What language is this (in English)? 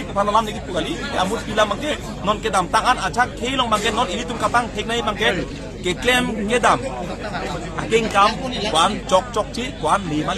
Karbi